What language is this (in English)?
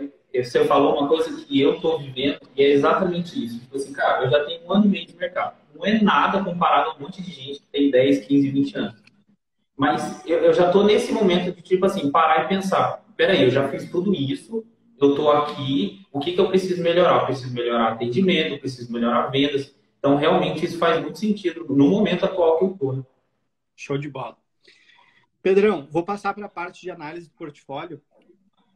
Portuguese